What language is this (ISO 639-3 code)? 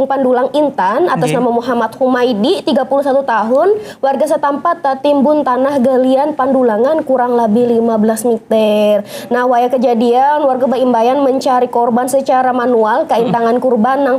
bjn